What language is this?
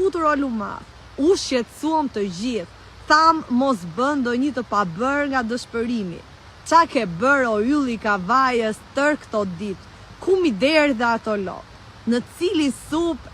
Albanian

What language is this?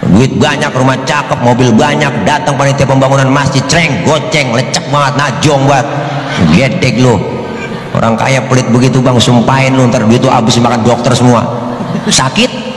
Betawi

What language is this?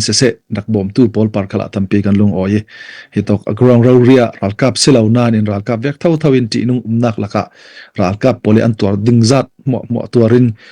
Falam Chin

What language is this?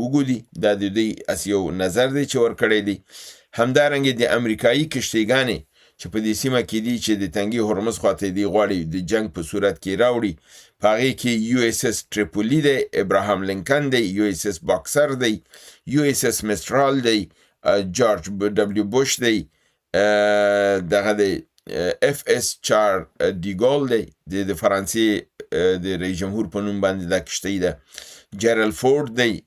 Pashto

